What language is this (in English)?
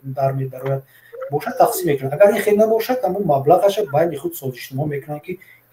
Tajik